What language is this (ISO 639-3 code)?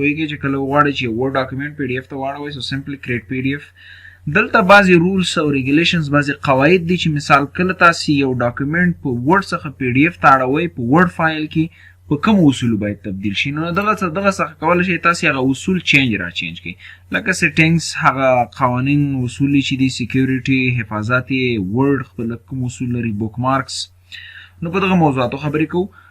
pus